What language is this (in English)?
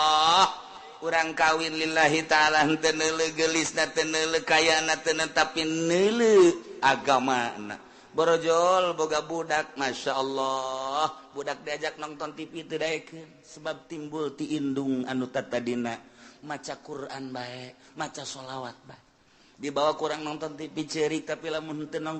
Sundanese